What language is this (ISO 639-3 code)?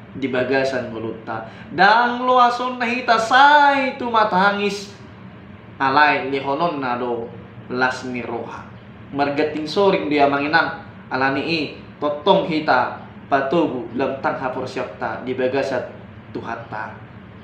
bbc